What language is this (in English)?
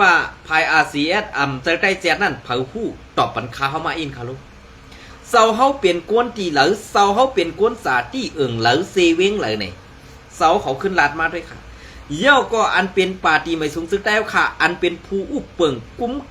Shan